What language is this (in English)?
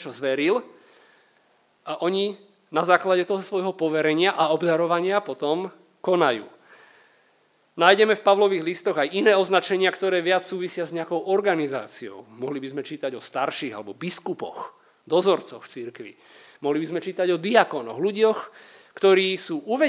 Slovak